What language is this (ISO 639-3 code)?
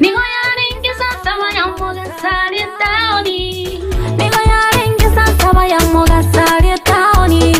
guz